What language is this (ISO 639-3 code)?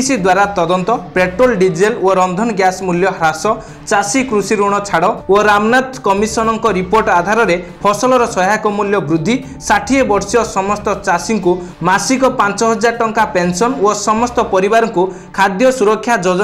ori